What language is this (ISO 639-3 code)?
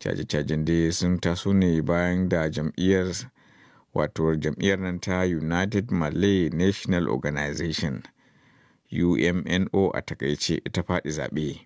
hau